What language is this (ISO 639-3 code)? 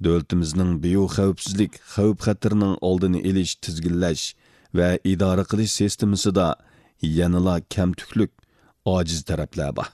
uig